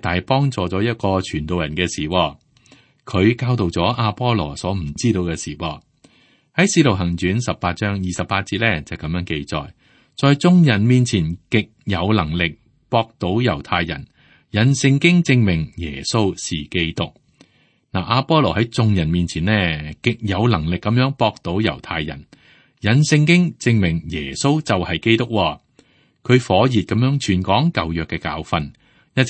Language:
Cantonese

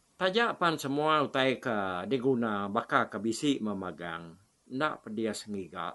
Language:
Iban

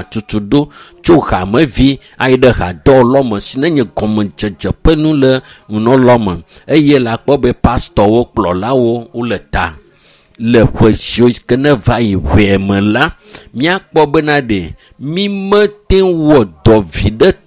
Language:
Ewe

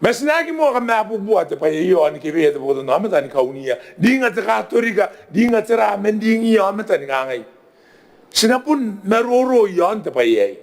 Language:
Gilbertese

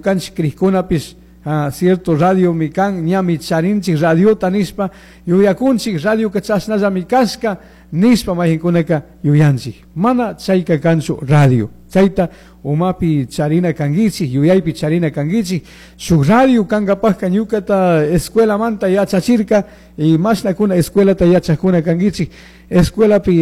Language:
Chimborazo Highland Quichua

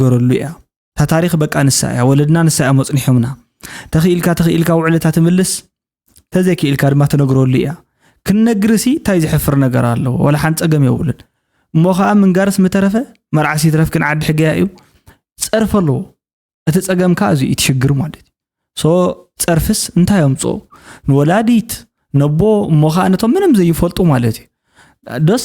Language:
Tigrinya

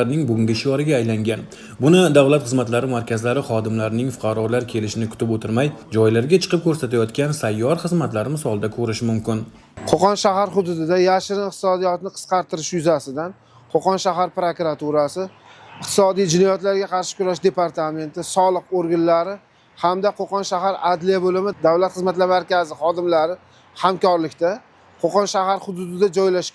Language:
Uzbek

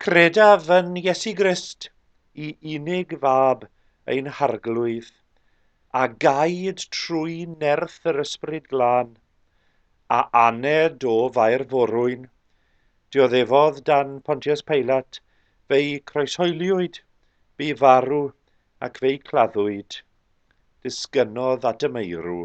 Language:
Welsh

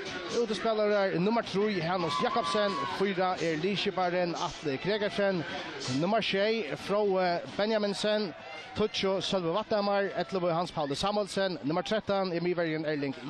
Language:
Faroese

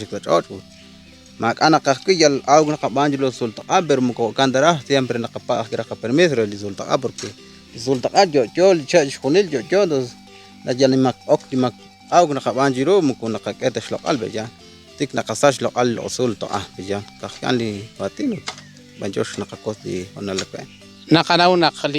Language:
Kekchí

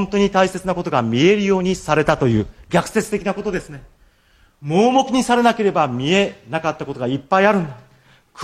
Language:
Japanese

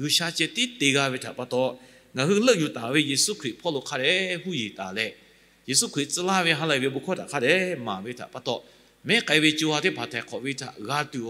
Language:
Lahu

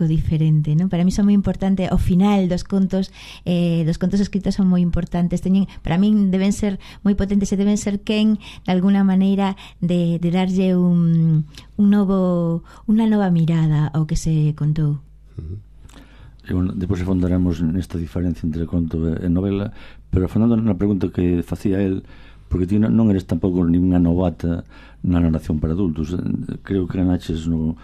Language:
Galician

